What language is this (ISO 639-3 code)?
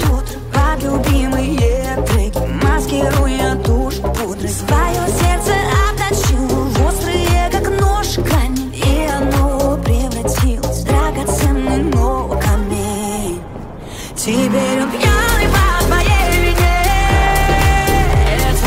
rus